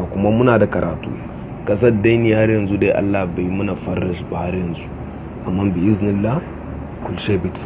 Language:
Hausa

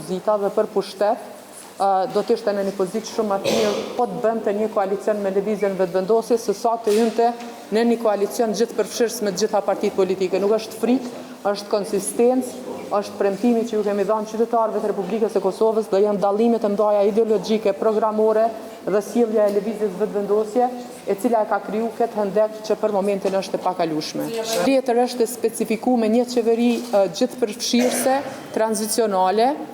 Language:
Albanian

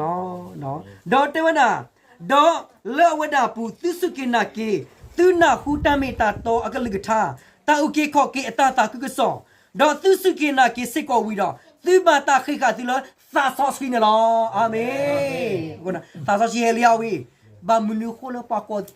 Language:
S'gaw Karen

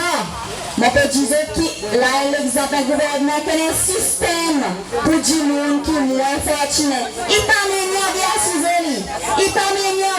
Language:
Seselwa Creole French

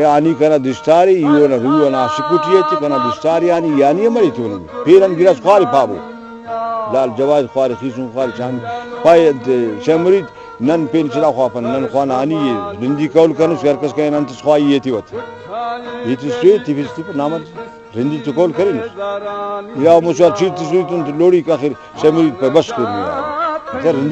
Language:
Brahui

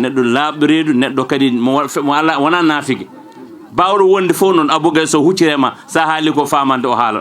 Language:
Fula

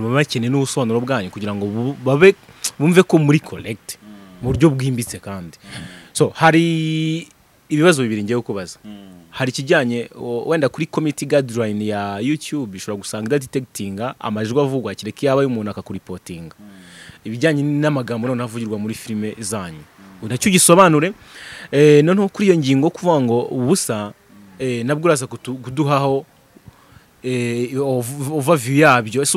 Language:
Kinyarwanda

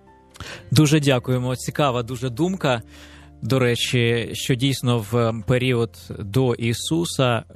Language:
Ukrainian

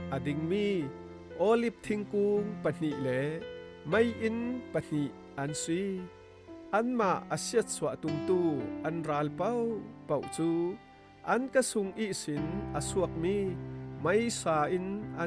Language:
Falam Chin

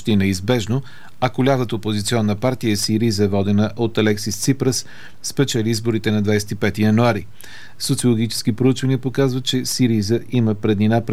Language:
Bulgarian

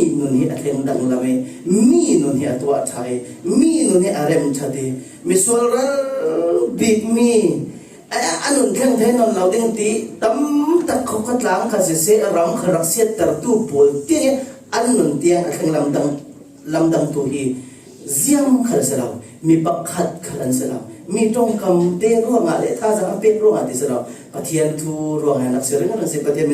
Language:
Falam Chin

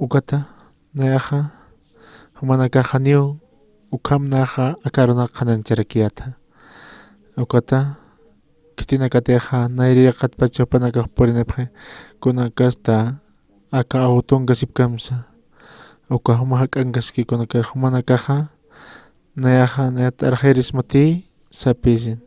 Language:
Aymara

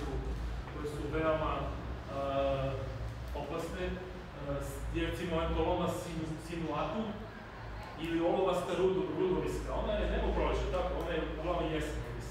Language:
Serbian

